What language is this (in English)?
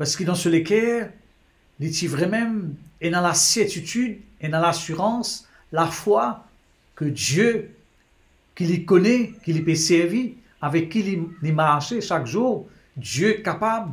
Morisyen